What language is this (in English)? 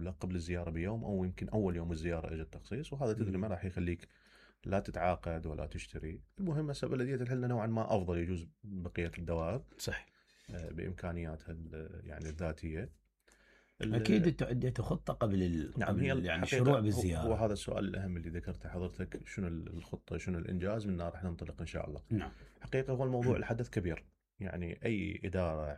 Mesopotamian Arabic